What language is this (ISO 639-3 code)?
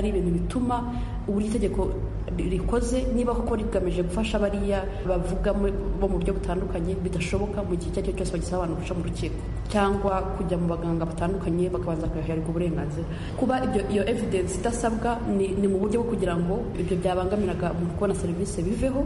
kin